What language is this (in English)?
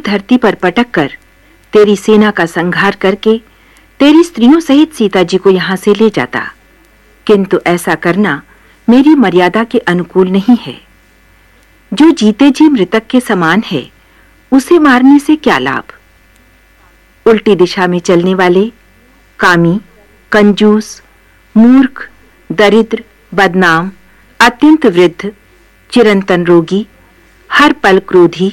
Hindi